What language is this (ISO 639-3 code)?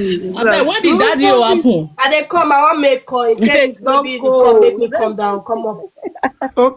pcm